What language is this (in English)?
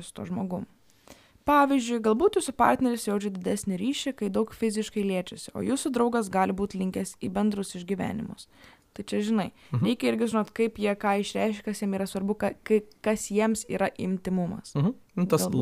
Lithuanian